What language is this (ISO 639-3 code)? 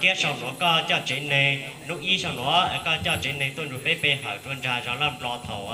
hmn